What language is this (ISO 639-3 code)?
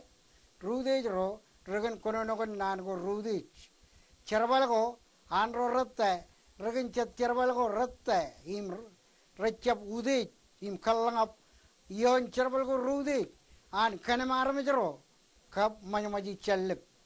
mah